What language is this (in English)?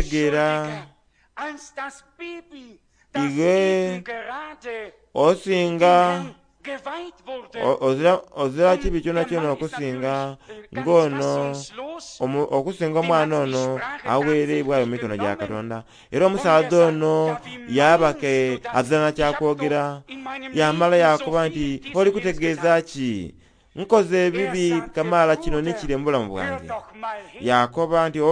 Soga